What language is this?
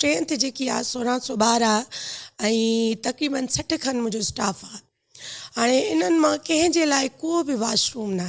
Sindhi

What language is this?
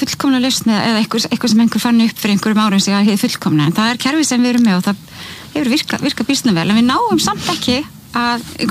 Icelandic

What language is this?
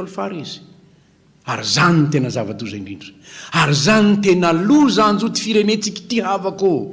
Malagasy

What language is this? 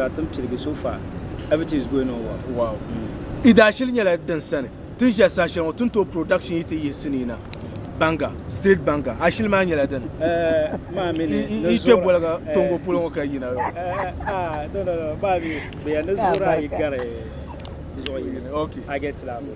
Dagbani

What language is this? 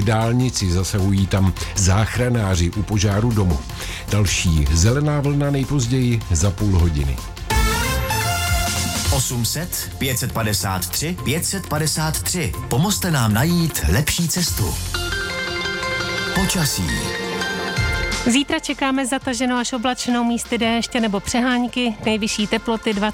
Czech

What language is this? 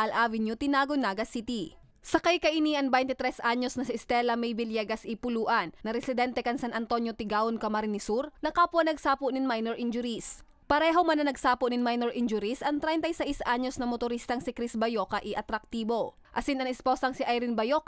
Bikol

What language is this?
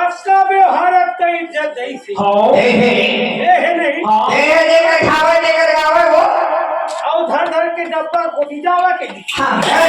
Chhattisgarhi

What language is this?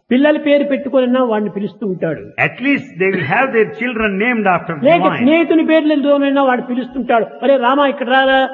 Telugu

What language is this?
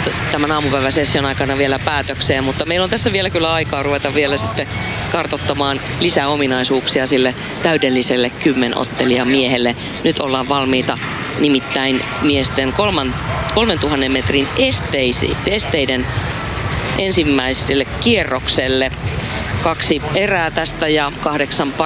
Finnish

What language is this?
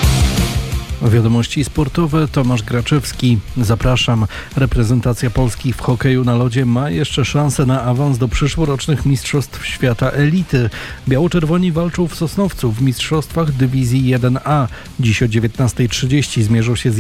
Polish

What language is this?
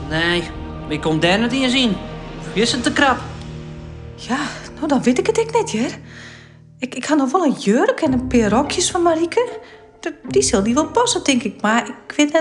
Western Frisian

